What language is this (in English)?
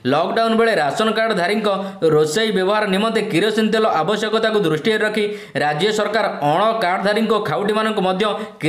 Odia